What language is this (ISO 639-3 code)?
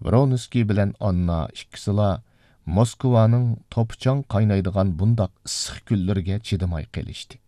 uig